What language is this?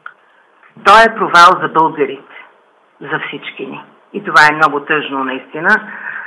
Bulgarian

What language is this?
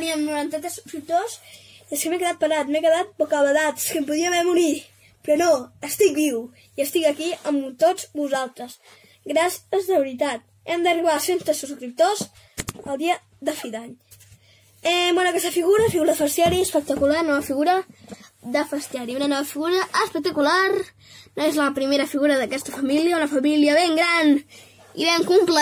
Catalan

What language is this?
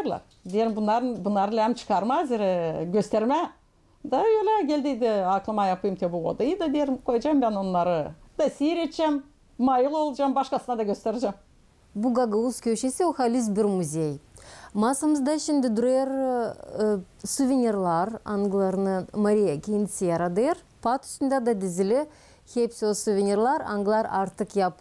Gagauz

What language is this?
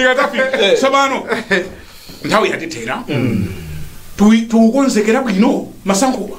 Nyanja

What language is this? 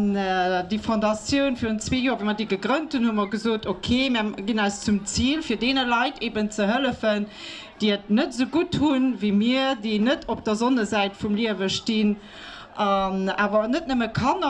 Luxembourgish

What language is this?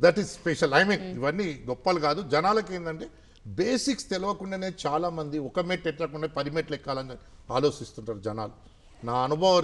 Telugu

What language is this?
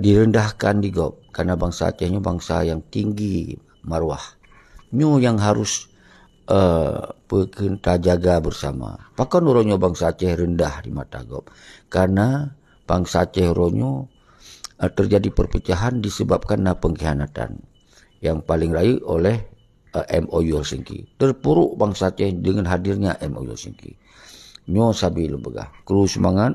Achinese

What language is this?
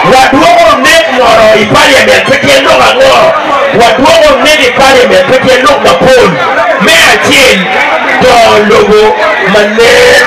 Acoli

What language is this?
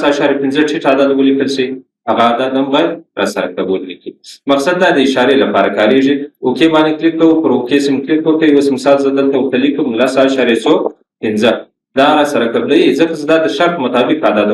Pashto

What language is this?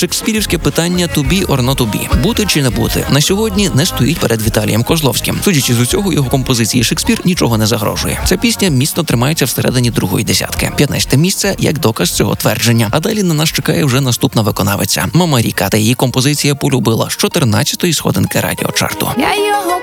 Ukrainian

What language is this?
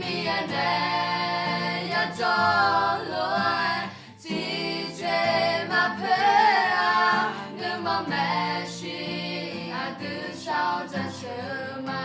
Akha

